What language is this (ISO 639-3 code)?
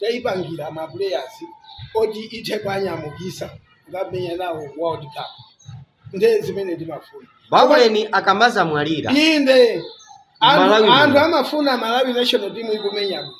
nya